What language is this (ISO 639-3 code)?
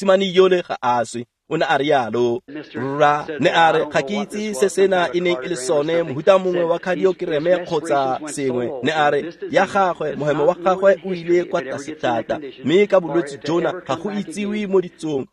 tsn